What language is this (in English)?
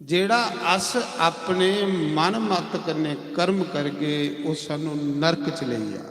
Dogri